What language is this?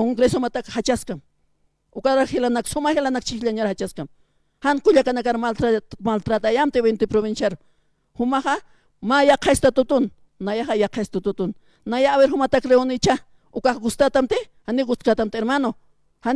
Aymara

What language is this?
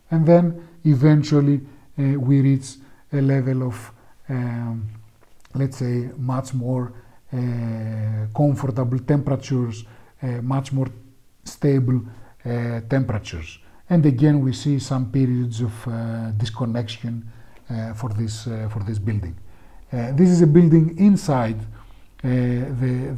English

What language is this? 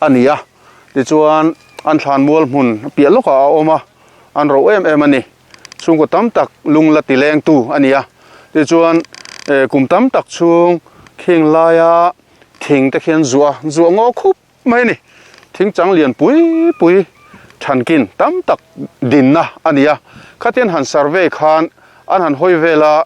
Mizo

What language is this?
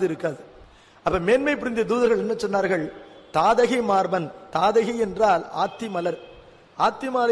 Tamil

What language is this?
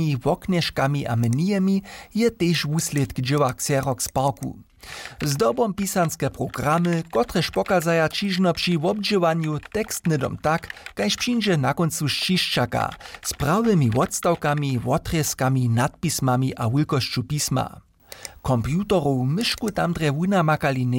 Upper Sorbian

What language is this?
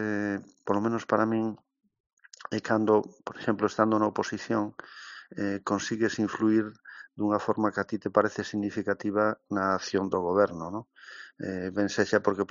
Galician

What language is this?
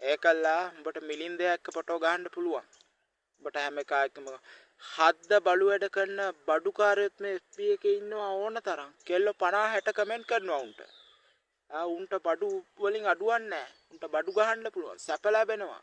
Sinhala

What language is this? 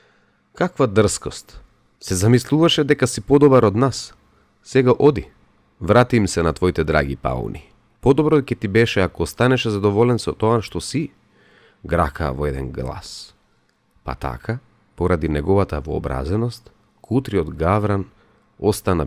Macedonian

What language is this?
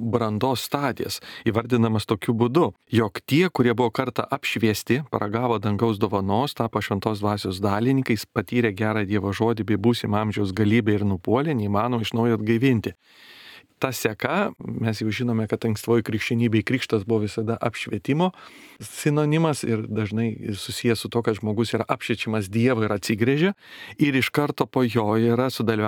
Lithuanian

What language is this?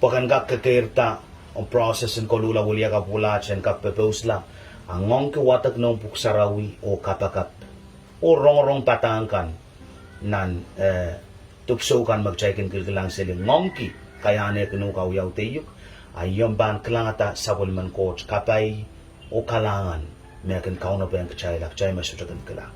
Pohnpeian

